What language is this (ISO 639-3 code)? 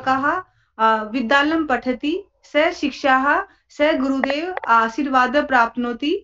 san